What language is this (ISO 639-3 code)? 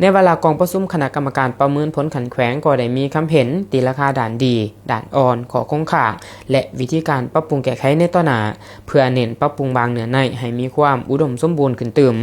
lao